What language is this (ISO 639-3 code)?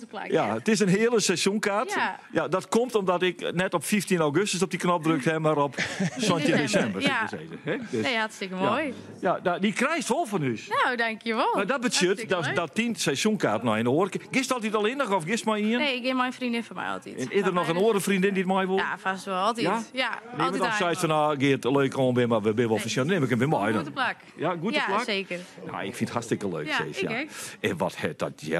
fry